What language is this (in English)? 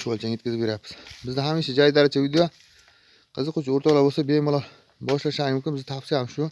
Uzbek